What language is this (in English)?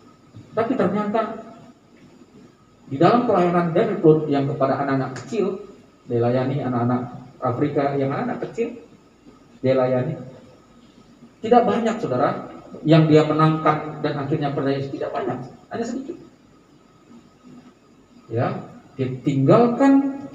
Indonesian